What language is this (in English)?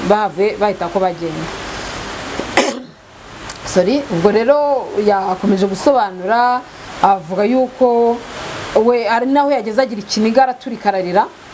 Kinyarwanda